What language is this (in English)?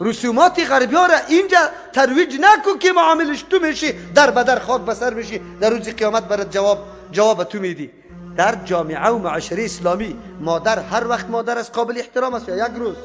Persian